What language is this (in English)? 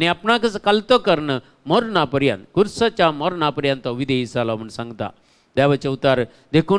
Konkani